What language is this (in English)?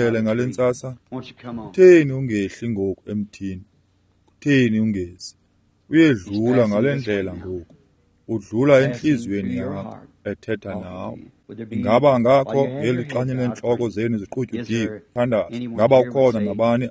Xhosa